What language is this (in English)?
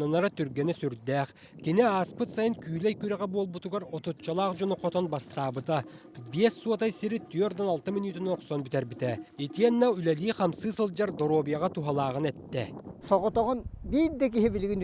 Yakut